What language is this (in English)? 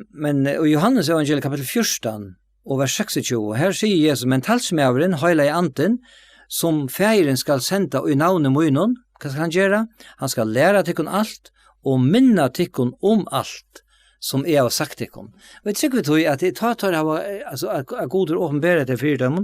Faroese